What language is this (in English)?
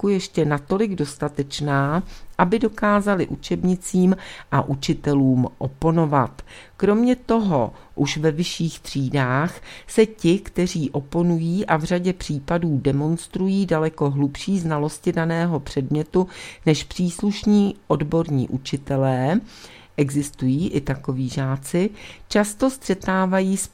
Czech